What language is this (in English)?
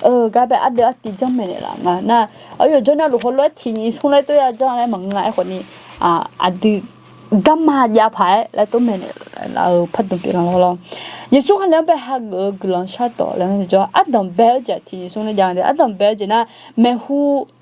Akha